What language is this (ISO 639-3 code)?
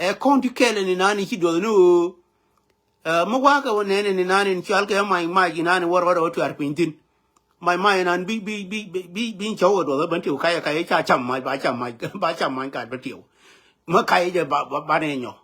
nus